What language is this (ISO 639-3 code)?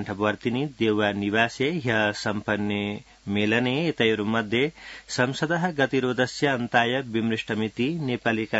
san